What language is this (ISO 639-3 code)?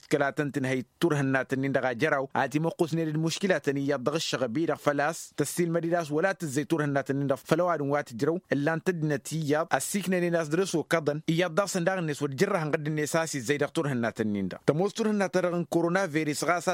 taq